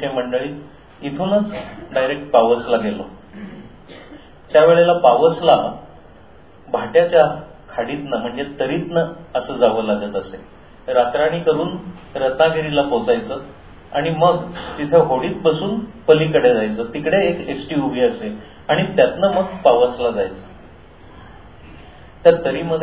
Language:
Marathi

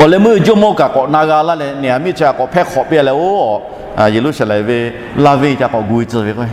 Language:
Lahu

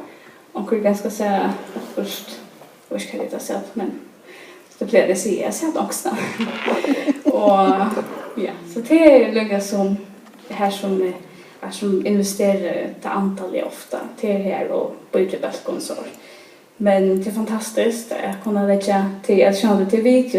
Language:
Faroese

